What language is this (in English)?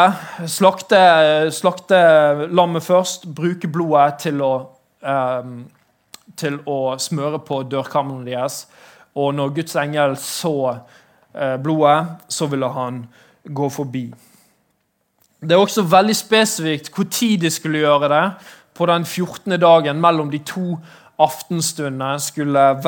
Norwegian